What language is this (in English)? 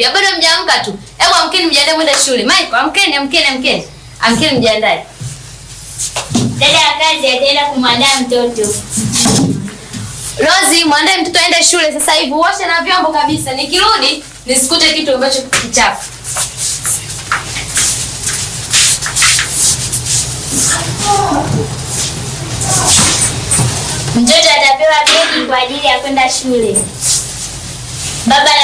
Swahili